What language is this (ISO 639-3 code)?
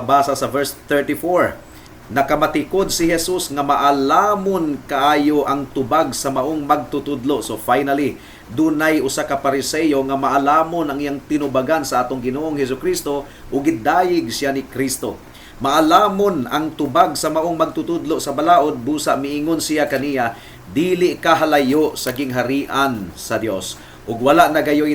ceb